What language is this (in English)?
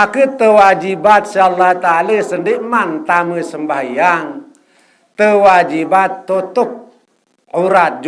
Sasak